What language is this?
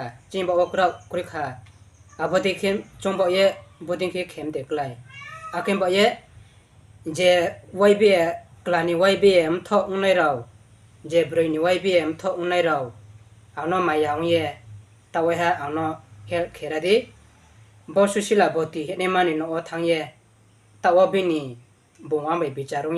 Riang (India)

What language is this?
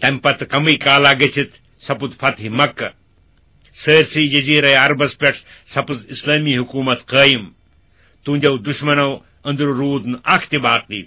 Kashmiri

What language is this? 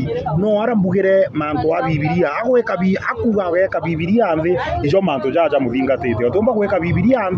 Meru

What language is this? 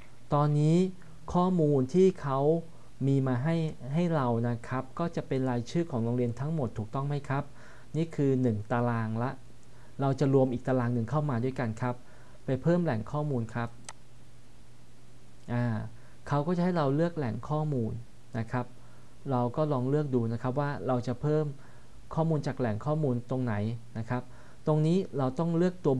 Thai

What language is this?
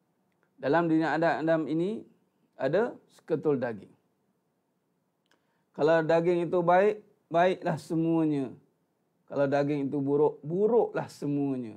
Malay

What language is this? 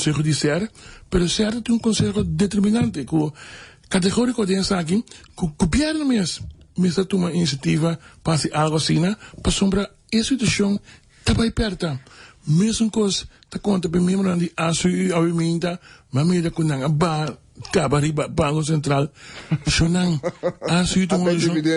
Papiamento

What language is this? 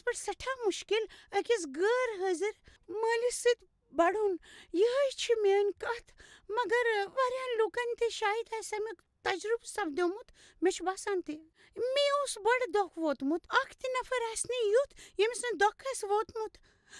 Kashmiri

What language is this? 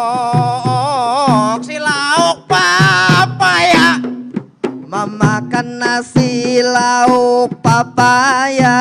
Banjar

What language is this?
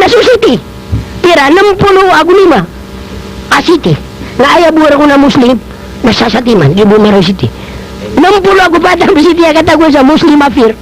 Maranao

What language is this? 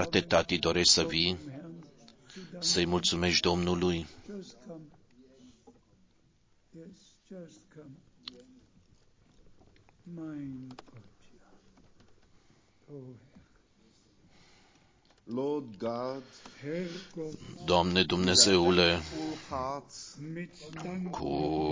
Romanian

